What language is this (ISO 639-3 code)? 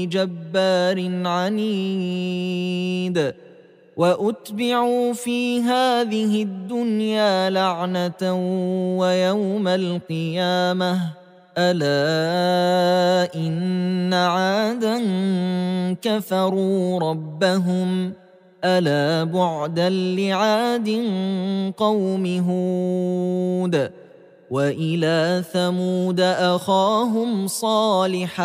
ara